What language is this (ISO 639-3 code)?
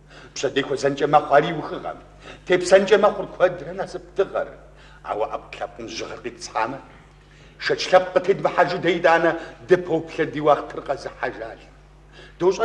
kbd